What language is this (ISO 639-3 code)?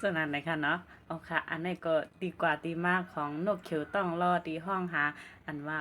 shn